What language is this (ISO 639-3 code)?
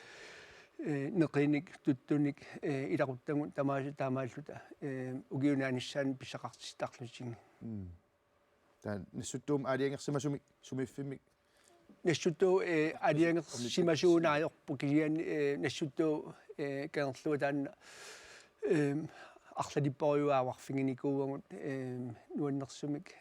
kal